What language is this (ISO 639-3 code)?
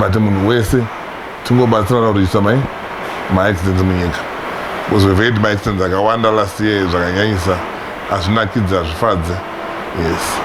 sna